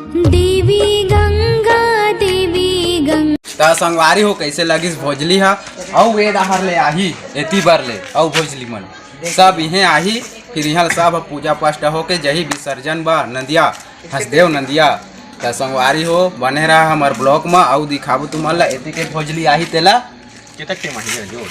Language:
Chhattisgarhi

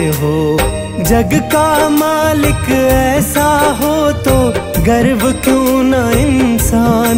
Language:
Hindi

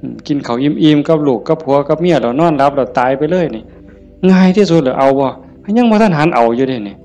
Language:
Northeastern Thai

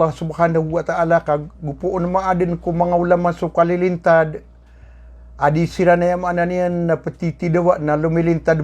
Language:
Maranao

